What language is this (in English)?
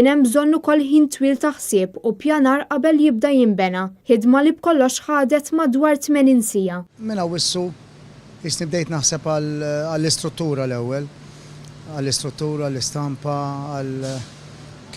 Maltese